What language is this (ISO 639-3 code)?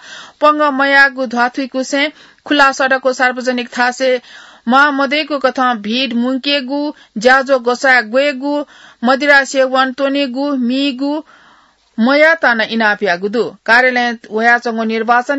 new